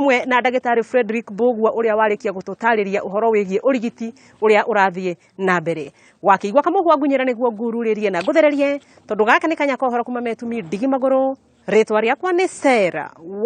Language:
Kikuyu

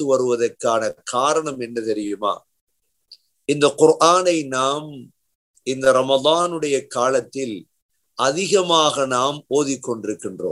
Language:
Tamil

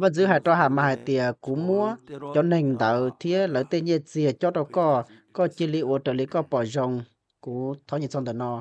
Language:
Hmong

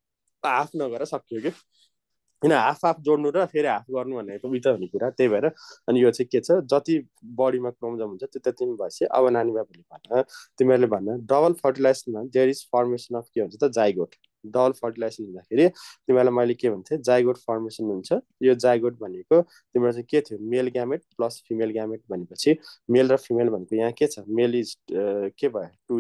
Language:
Nepali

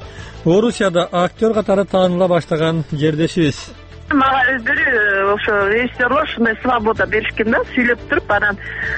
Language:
Kyrgyz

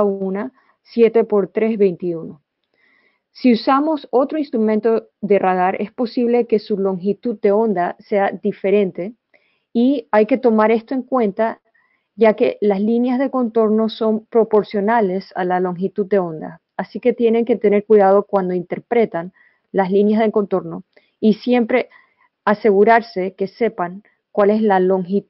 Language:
Spanish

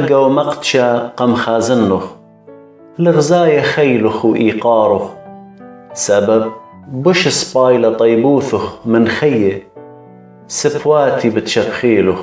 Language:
Assyrian Neo-Aramaic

